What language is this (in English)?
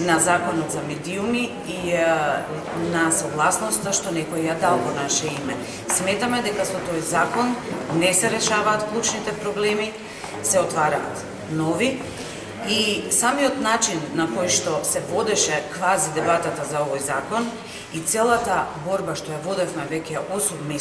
Macedonian